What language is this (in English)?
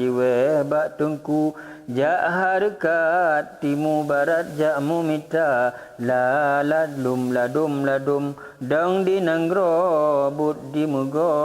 Achinese